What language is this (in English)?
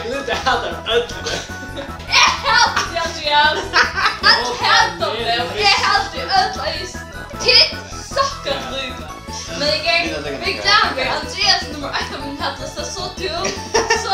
Faroese